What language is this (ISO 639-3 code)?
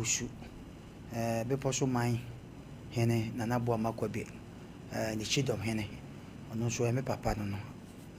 aka